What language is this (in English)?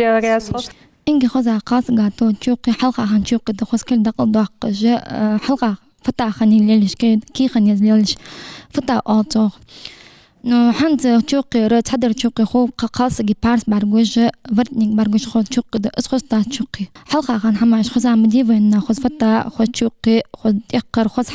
Ingush